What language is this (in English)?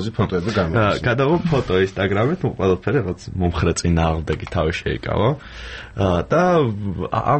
Georgian